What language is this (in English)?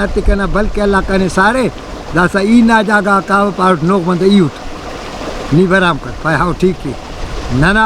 Brahui